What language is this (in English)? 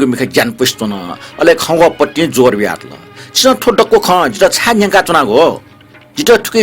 Newari